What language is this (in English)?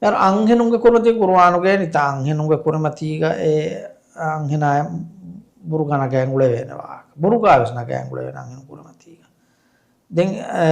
Divehi